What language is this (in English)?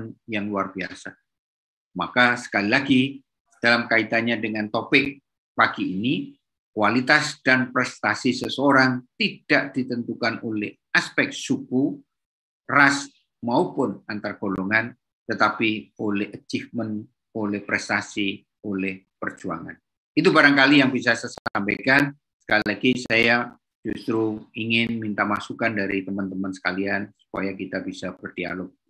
Indonesian